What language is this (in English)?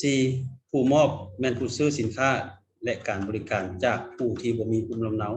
Lao